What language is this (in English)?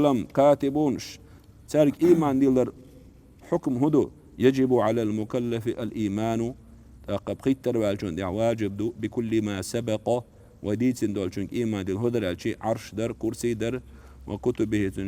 Chechen